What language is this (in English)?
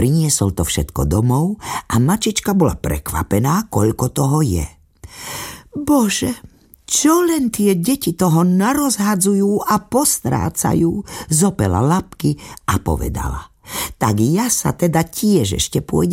Slovak